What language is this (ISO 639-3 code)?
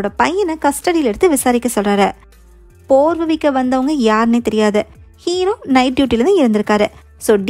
tam